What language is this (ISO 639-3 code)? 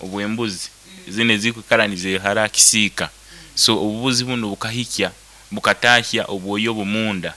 nyo